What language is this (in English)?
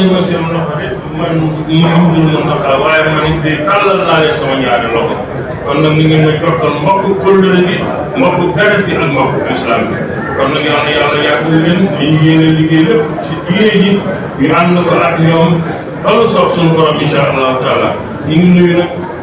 Wolof